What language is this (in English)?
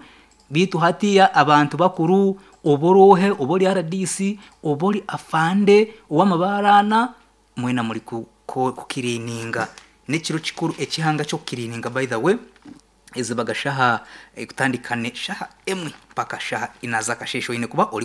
Nyankole